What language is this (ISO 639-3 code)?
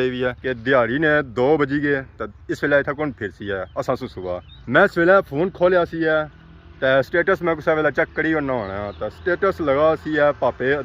phr